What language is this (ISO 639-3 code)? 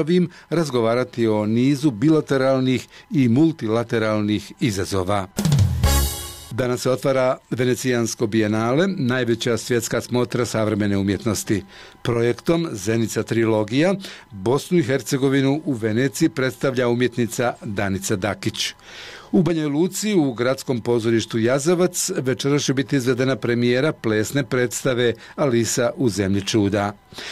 bos